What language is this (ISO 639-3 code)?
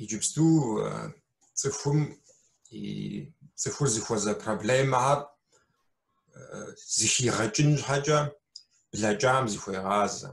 kbd